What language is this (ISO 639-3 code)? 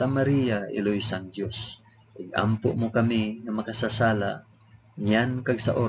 hil